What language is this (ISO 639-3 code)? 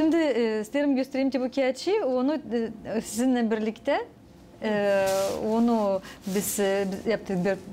gag